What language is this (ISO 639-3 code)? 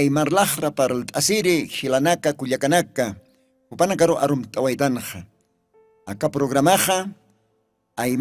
aym